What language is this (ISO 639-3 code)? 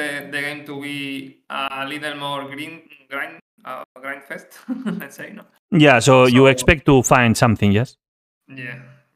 eng